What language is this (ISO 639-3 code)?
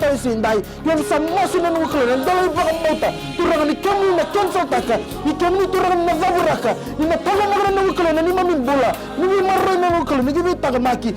fij